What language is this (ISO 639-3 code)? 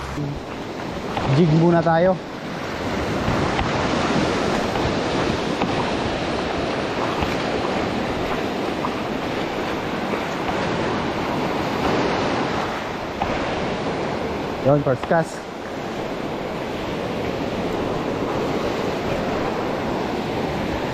fil